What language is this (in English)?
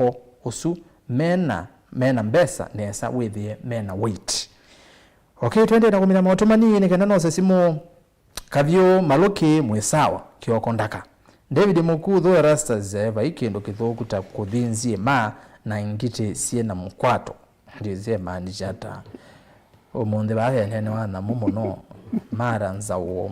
Kamba